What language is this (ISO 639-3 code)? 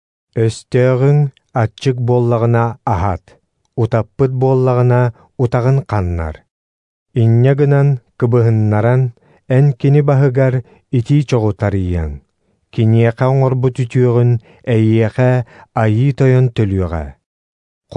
sah